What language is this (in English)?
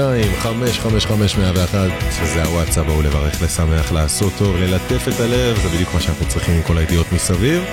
Hebrew